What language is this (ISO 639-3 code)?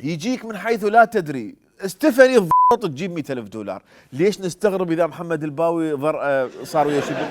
acm